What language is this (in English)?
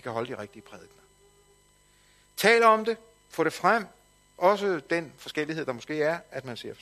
Danish